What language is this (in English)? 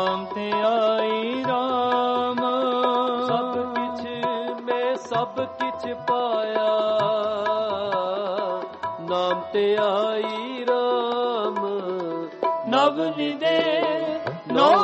Punjabi